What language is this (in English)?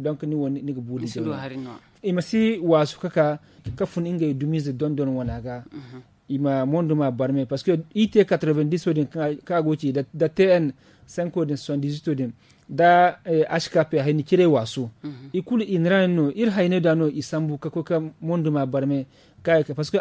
Zarma